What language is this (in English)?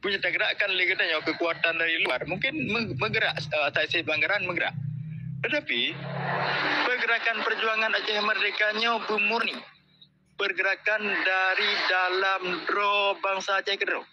Achinese